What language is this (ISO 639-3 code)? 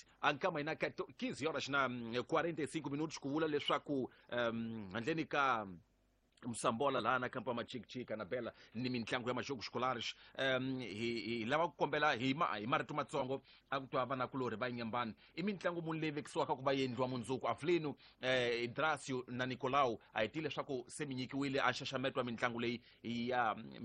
tso